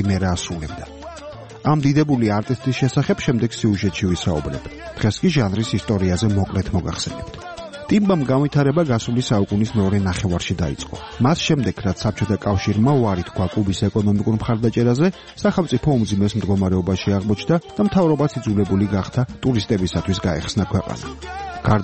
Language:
Georgian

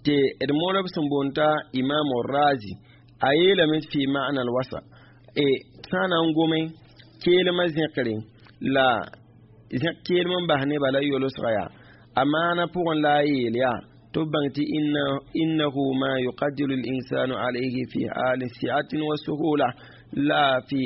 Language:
Mossi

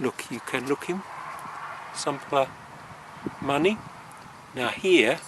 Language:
Tok Pisin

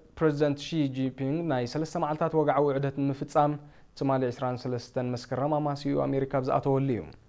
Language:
Tigrinya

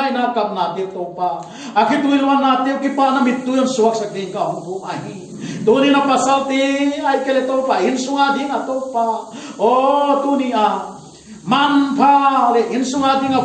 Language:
Paite Chin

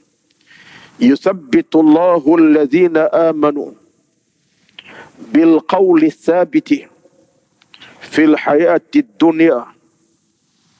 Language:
Malay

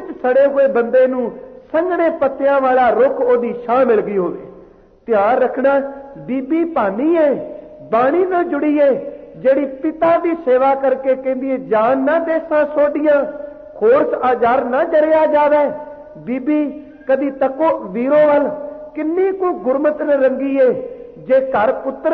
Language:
Punjabi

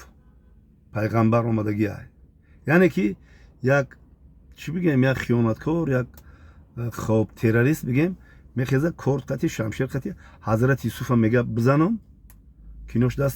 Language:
Tajik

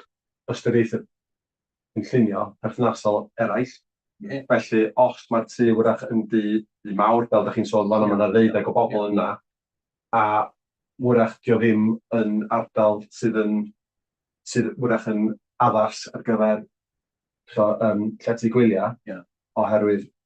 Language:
Welsh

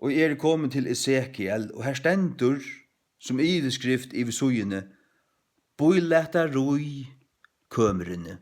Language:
Faroese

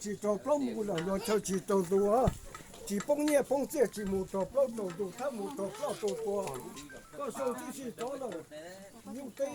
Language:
Hmong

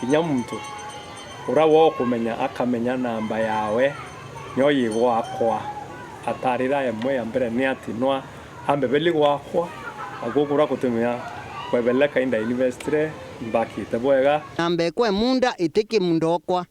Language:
Meru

